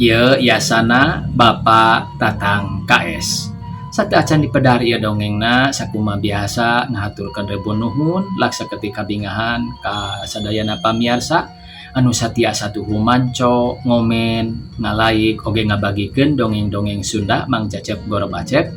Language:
Sundanese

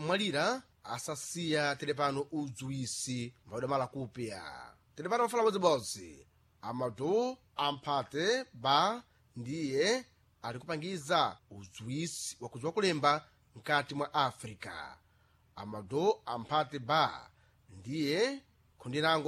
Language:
Sena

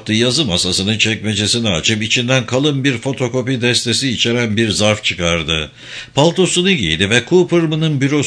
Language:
Turkish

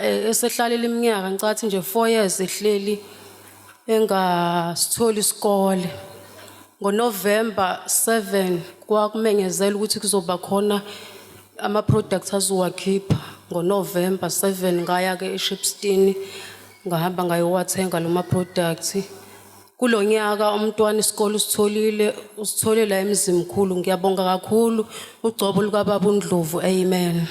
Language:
Zulu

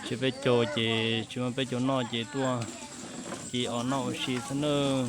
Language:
Hmong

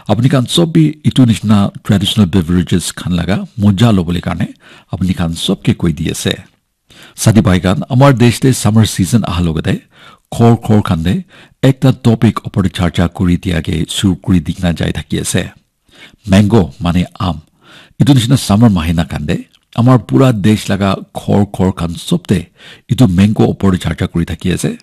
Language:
Naga Pidgin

